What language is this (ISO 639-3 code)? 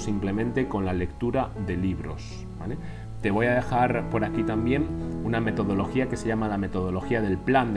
spa